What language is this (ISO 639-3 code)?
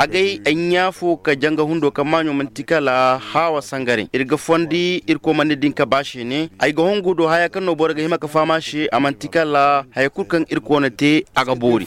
dje